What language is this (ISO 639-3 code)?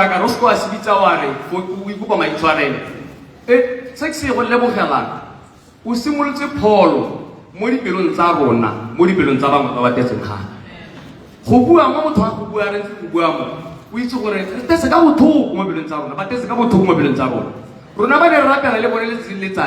tsn